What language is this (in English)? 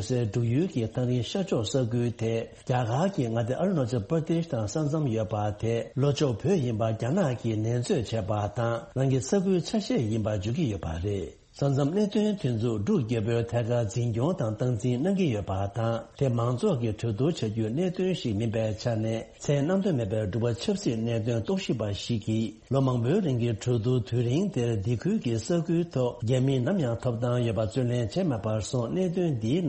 Tibetan